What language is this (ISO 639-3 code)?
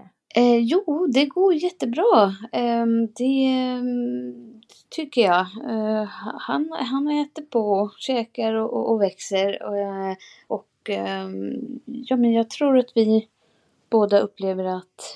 swe